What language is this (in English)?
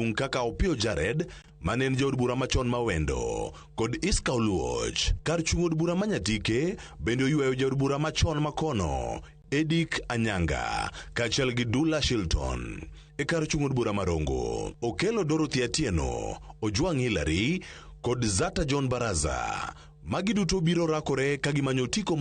Luo (Kenya and Tanzania)